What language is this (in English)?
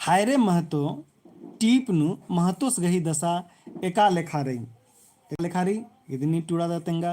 Kurukh